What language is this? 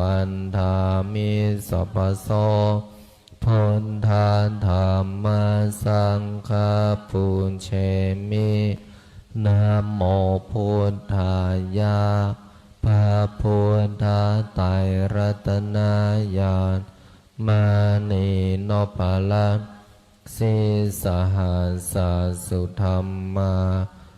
Pali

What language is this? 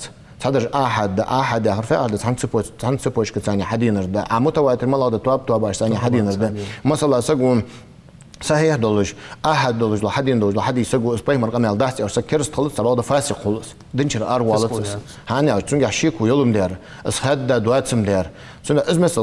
Ingush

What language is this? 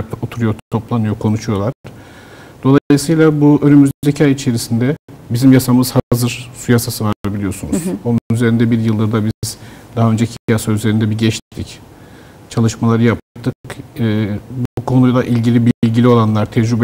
Turkish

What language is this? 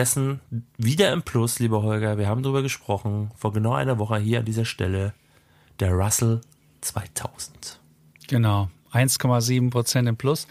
German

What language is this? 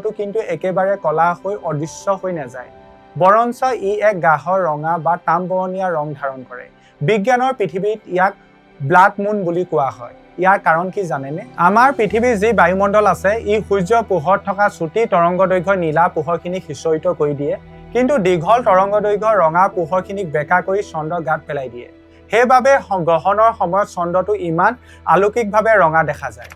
Assamese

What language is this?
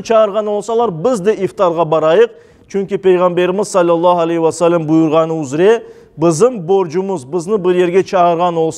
Crimean Tatar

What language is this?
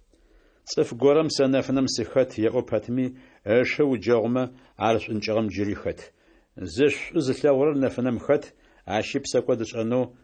Adyghe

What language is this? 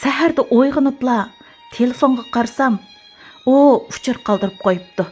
Uyghur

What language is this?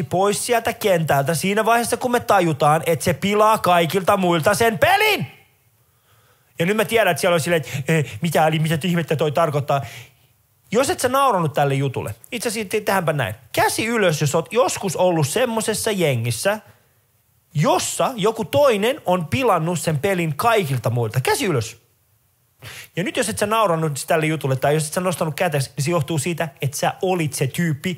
Finnish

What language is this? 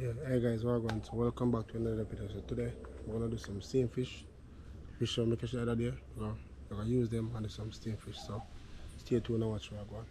Jamaican Creole English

